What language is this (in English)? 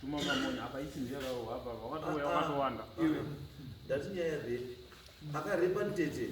Shona